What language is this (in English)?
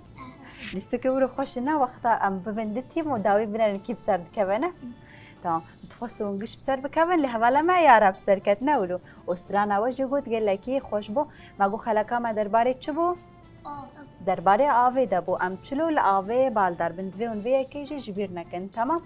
Kurdish